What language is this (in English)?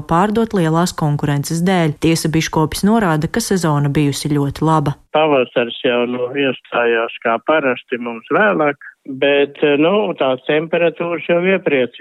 Latvian